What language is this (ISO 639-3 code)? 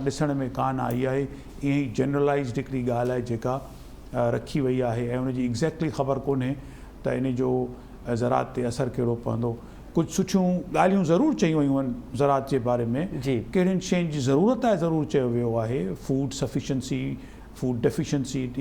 snd